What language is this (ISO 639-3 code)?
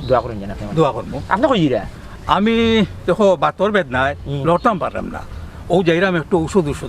syl